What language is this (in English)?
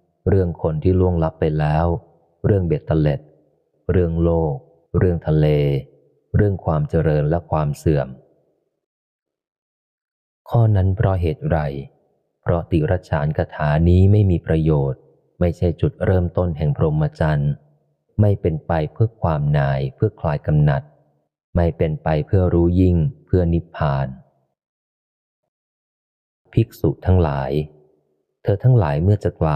Thai